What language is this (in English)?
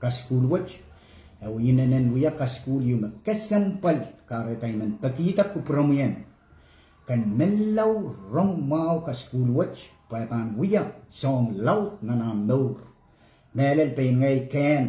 Pohnpeian